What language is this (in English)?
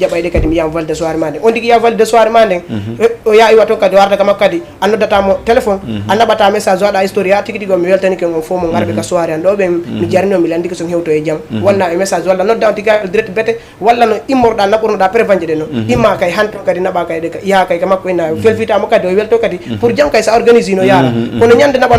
Fula